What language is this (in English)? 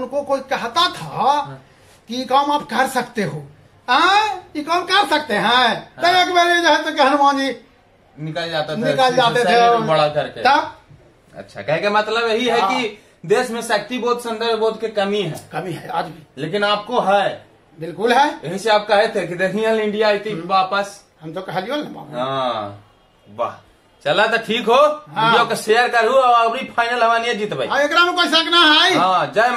Magahi